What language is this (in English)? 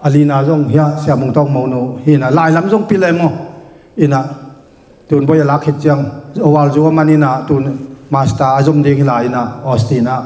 Tedim Chin